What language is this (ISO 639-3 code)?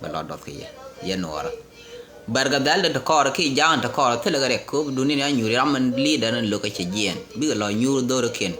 nus